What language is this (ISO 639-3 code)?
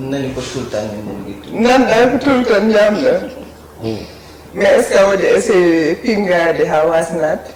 ful